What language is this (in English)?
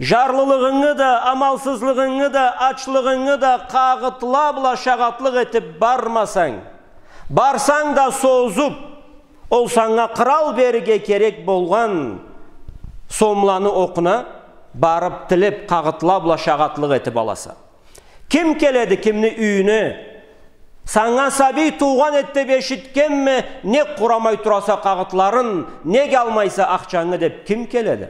Karachay-Balkar